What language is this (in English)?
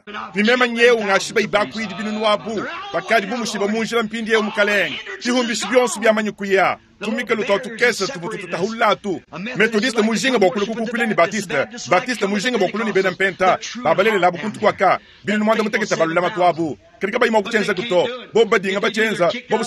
Luba-Lulua